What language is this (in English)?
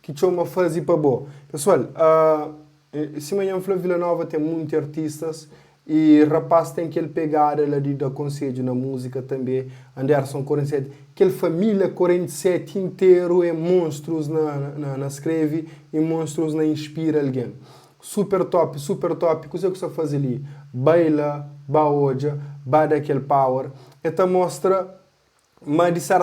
Kabuverdianu